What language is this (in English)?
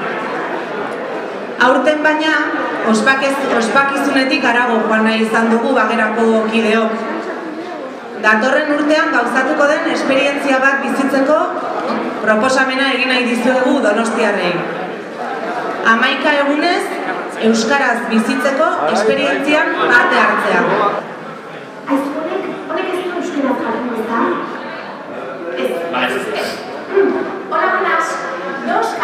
Basque